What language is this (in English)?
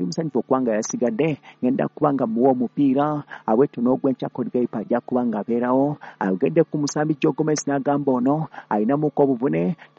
Ganda